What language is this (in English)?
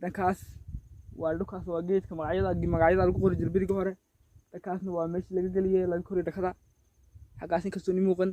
Somali